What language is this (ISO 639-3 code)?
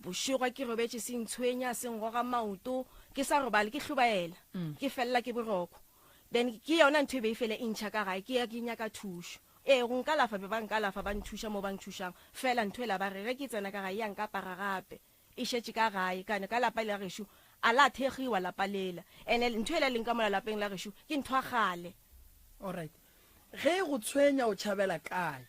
nso